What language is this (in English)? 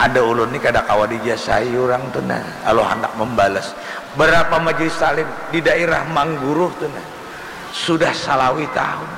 Banjar